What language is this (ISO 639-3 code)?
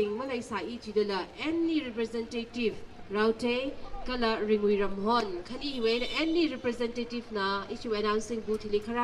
nmf